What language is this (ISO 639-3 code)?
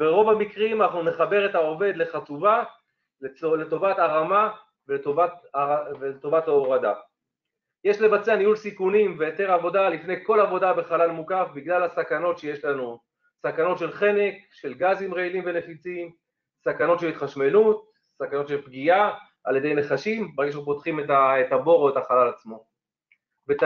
heb